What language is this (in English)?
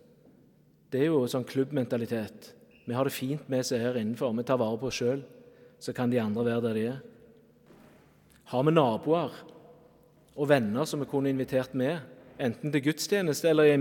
Norwegian